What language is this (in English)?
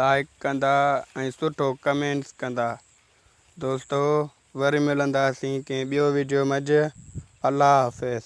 Sindhi